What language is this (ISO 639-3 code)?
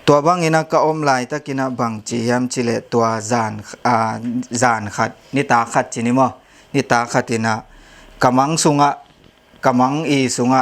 ctd